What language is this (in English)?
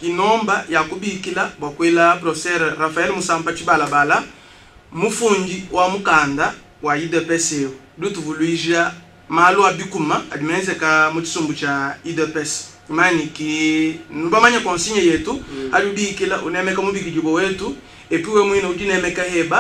Luba-Lulua